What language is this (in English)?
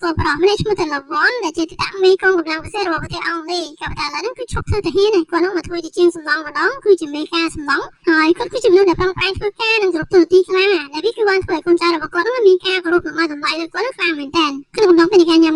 Khmer